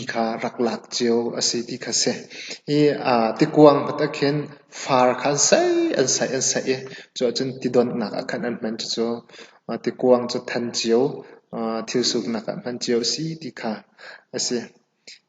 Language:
Hakha Chin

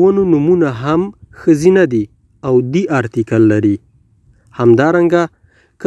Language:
Pashto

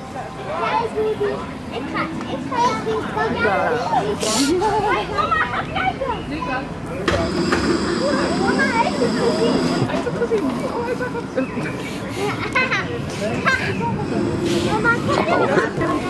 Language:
Dutch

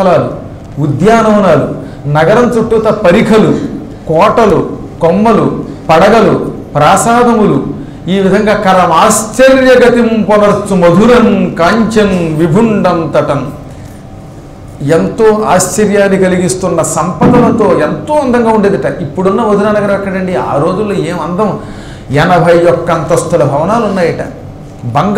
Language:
Telugu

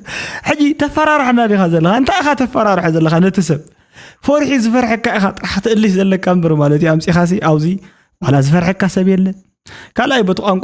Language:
Tigrinya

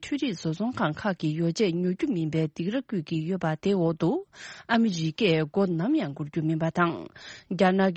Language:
Tibetan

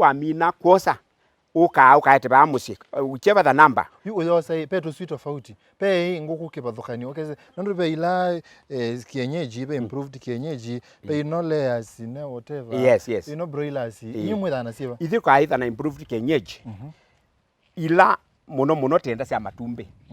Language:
Kamba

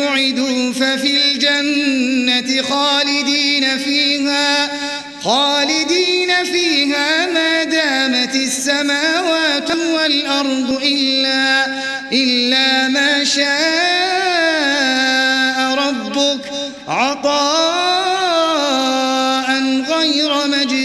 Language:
Arabic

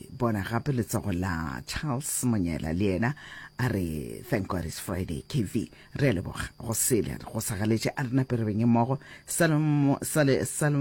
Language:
Northern Sotho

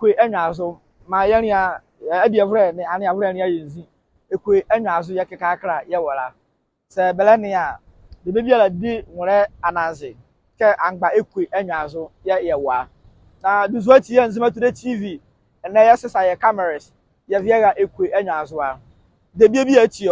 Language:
Nzima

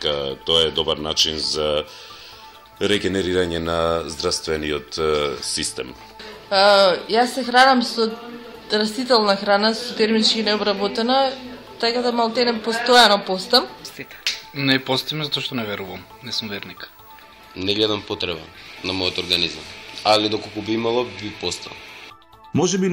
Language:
Macedonian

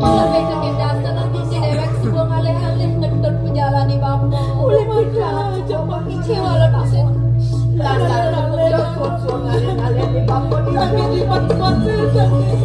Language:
Balinese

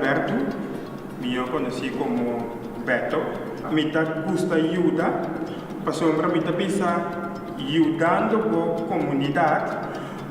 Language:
Papiamento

